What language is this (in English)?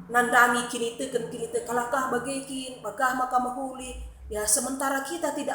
Batak Karo